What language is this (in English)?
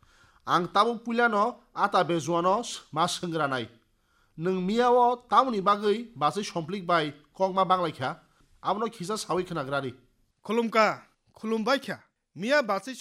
Kok Borok